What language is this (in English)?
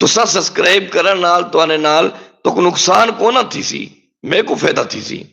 Saraiki